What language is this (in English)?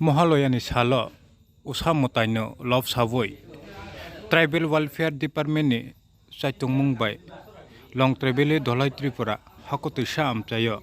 Kok Borok